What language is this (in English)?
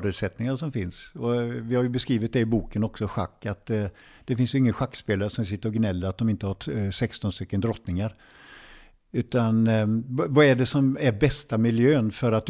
Swedish